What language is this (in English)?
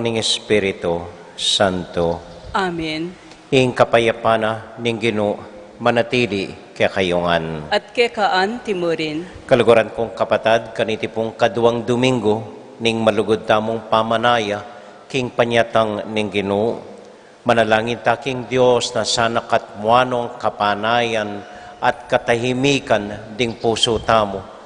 Pampanga